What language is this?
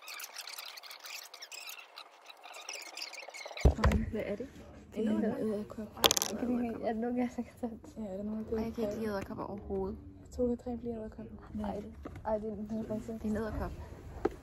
Danish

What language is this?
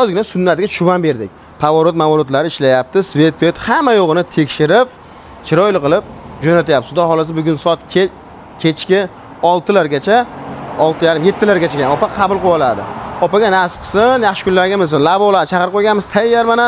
Uzbek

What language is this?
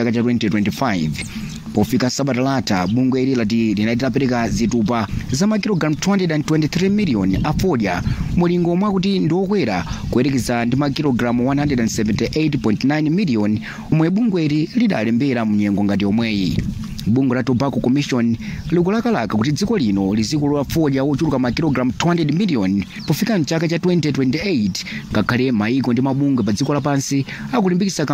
Nyanja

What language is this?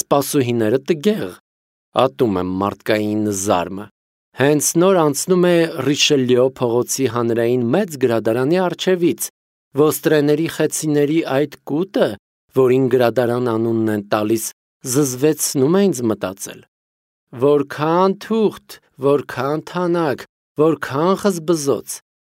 Armenian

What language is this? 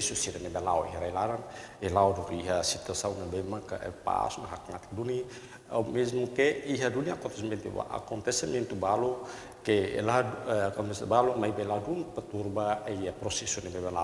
Tetum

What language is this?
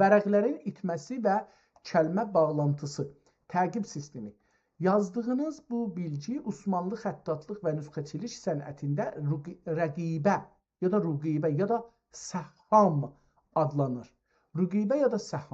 South Azerbaijani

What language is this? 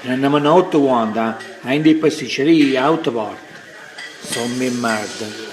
Neapolitan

